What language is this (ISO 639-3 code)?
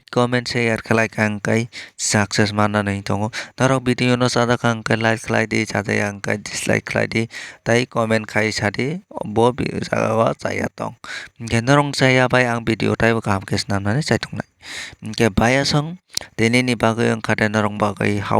trp